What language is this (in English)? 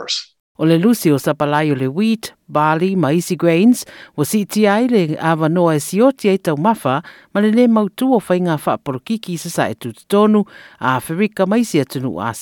Samoan